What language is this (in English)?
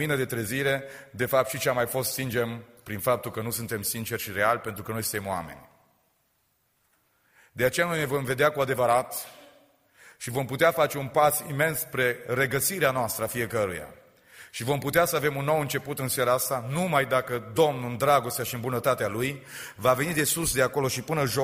Romanian